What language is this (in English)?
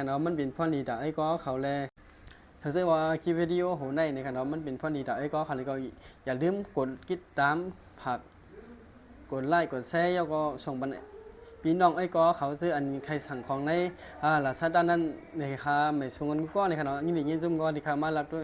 Shan